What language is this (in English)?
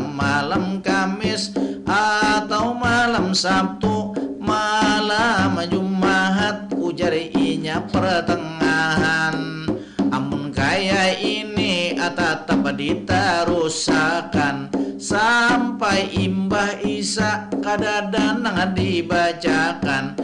Banjar